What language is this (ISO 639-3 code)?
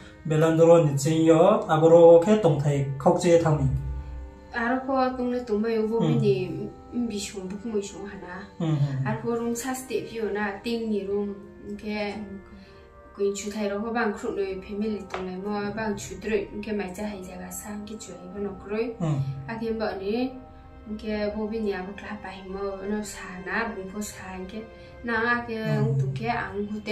ria